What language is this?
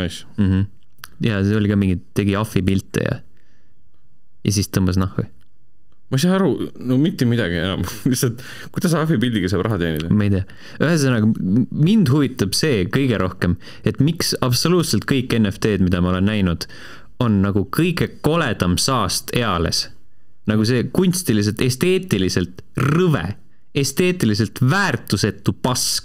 Estonian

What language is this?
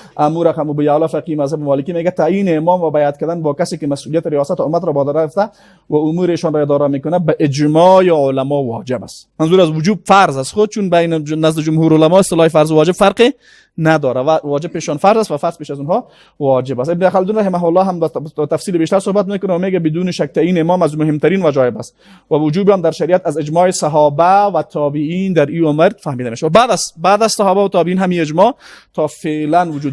Persian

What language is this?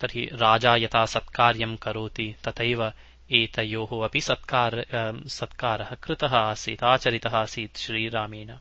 Sanskrit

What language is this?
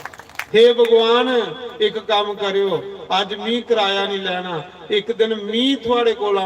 Dogri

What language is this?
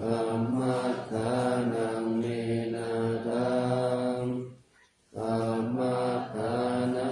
Pali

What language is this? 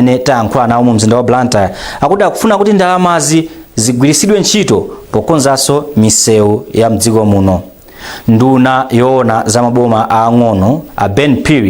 Nyanja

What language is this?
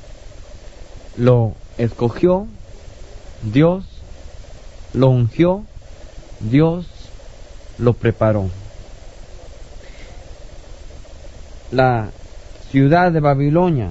Spanish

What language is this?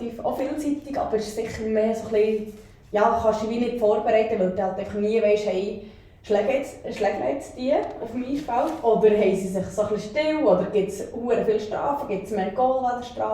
Swiss German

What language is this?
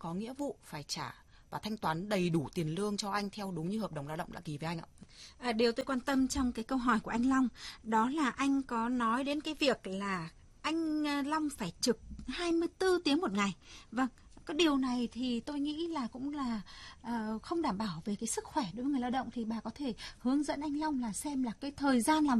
Vietnamese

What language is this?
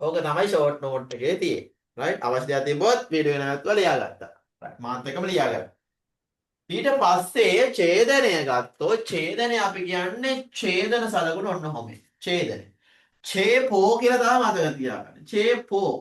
Sinhala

